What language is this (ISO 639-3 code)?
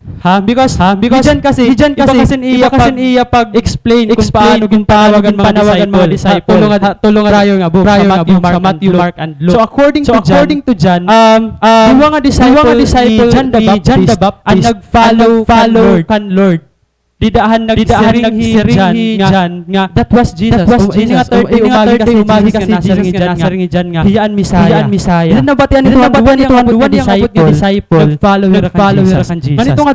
war